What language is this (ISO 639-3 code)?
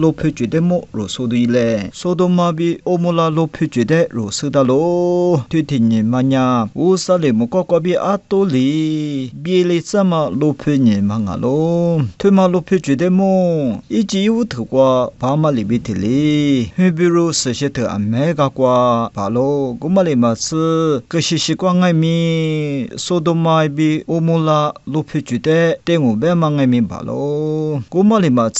lis